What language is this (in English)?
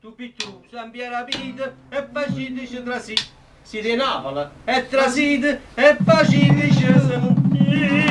Neapolitan